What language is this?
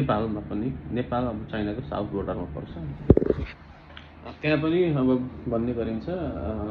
Nepali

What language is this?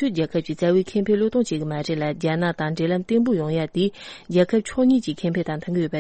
Tibetan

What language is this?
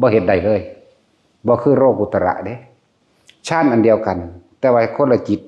Northeastern Thai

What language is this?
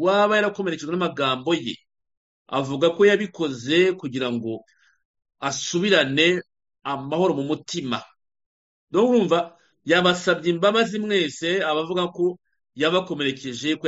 Kinyarwanda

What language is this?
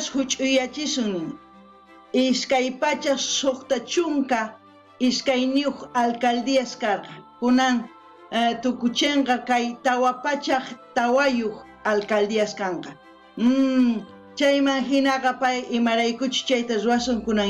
South Bolivian Quechua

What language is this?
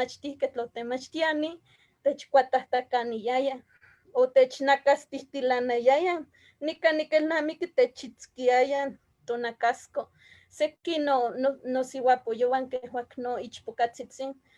Eastern Huasteca Nahuatl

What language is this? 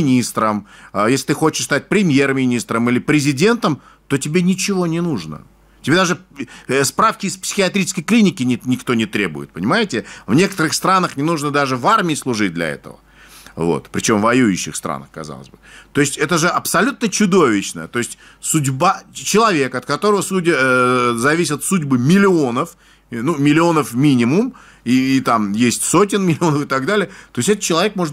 Russian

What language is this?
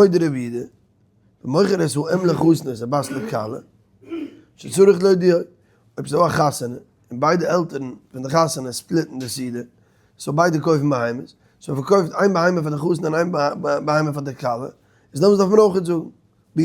Yiddish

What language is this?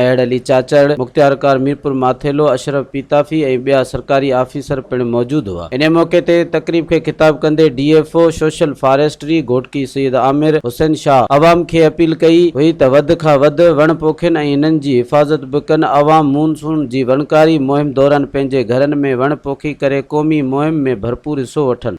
Sindhi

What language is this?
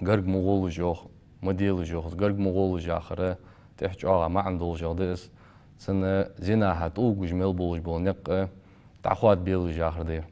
Ingush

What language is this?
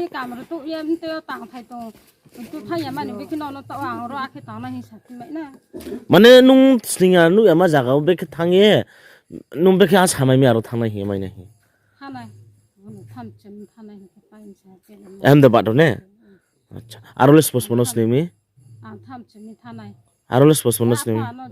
Riang (India)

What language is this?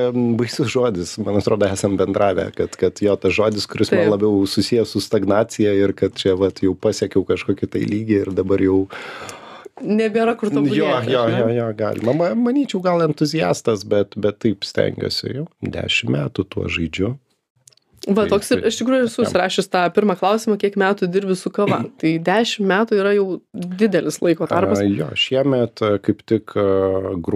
Lithuanian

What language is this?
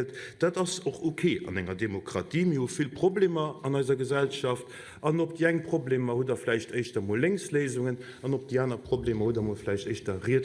Luxembourgish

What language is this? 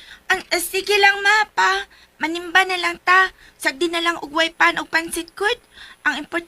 Cebuano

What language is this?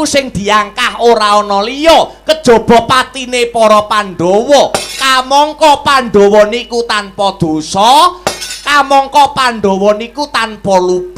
Javanese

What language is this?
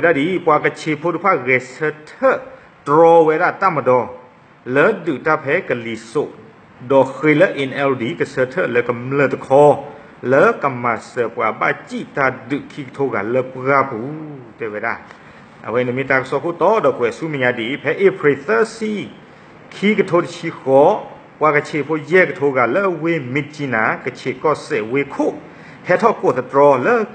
S'gaw Karen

